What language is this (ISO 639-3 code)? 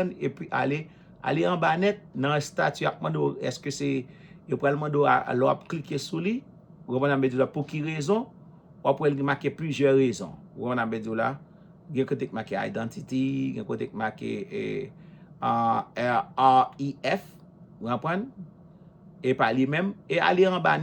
hat